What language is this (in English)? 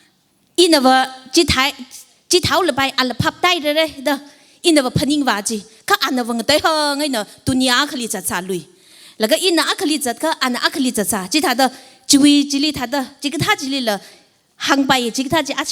Tangkhul Naga (India)